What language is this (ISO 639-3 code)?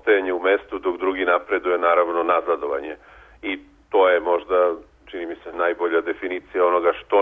srp